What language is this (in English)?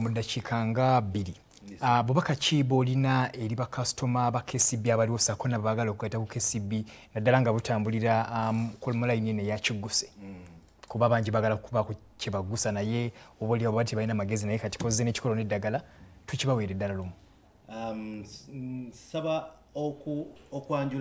Ganda